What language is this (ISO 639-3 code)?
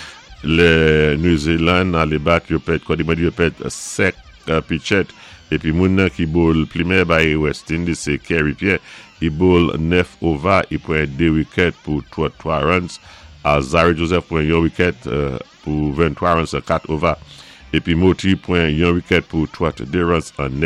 acf